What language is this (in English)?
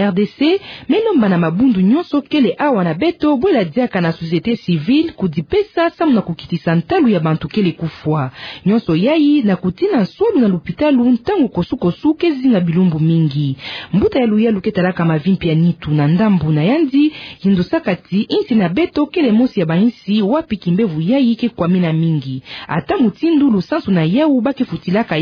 Kituba (Democratic Republic of Congo)